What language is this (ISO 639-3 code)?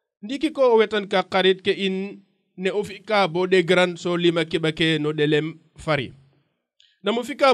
srr